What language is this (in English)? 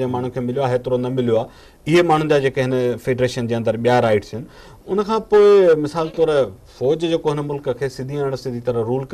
Sindhi